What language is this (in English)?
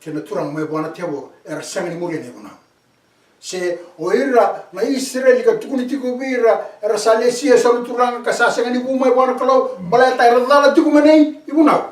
Fijian